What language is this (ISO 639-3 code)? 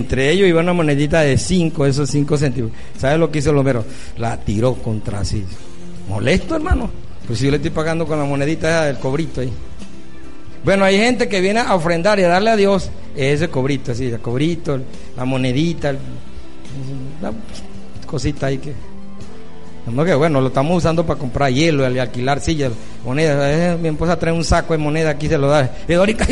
spa